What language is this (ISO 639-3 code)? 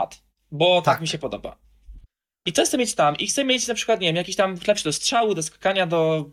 pol